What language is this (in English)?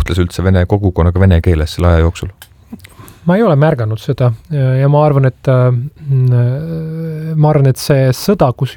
Estonian